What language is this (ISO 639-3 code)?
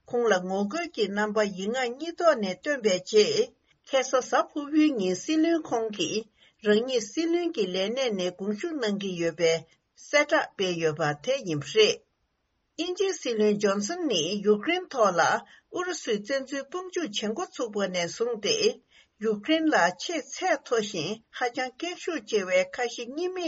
bod